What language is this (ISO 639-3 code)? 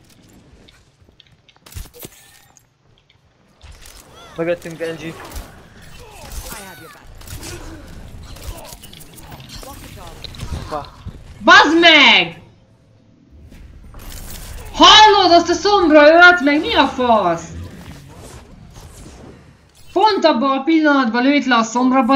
hun